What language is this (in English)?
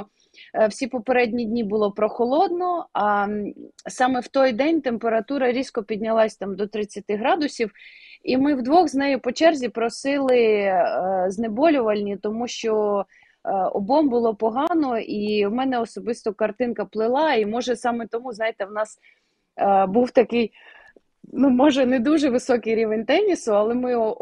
Ukrainian